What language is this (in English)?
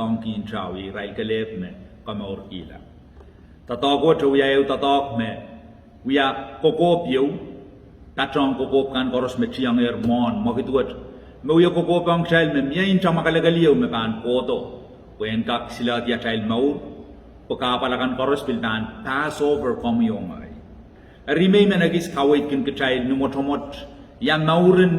Pohnpeian